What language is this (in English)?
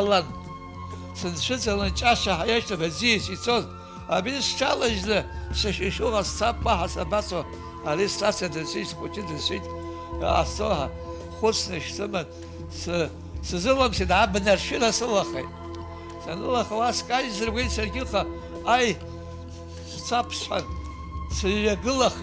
Abkhazian